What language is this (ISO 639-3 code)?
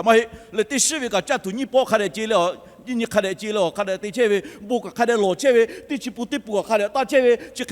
lhu